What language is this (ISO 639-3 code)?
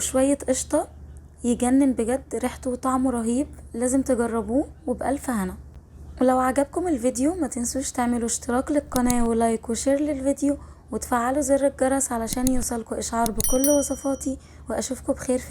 arz